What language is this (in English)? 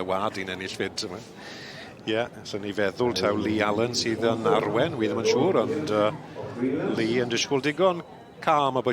Welsh